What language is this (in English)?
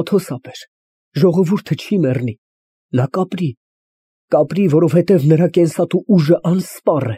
Armenian